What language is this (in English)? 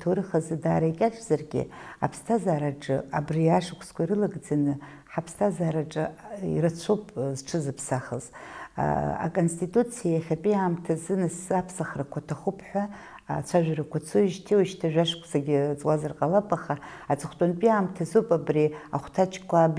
Abkhazian